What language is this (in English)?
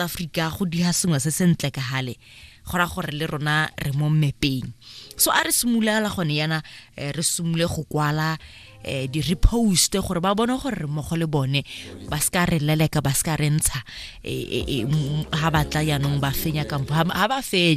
Tswana